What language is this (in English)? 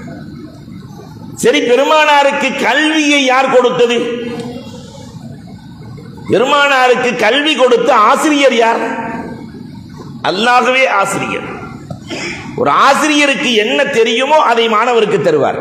Tamil